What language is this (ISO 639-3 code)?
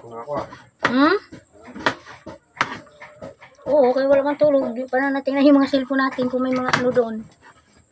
fil